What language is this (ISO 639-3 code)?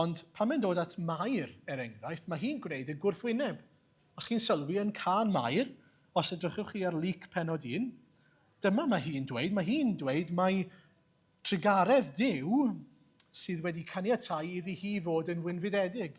cym